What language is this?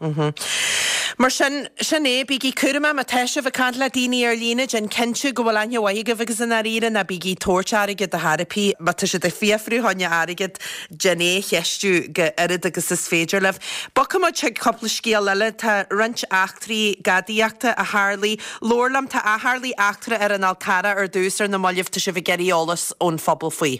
Irish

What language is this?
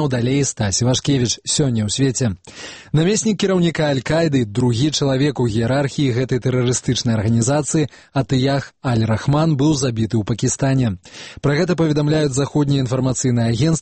Belarusian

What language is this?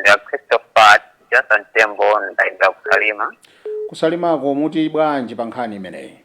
Nyanja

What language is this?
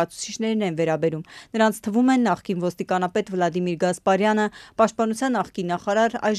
Armenian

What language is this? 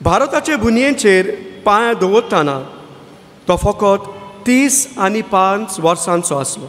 Konkani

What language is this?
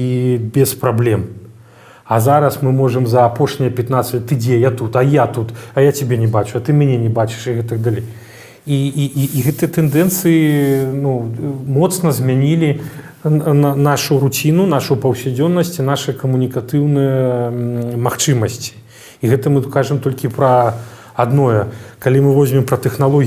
Belarusian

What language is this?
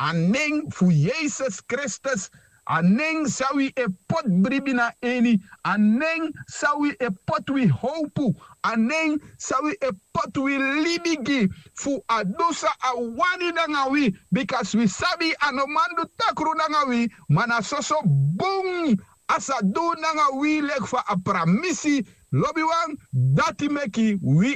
Sranan Tongo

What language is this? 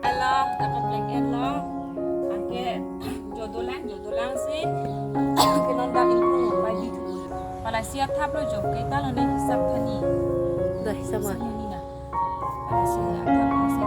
Karbi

